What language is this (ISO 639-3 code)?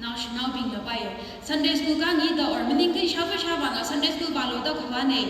nmf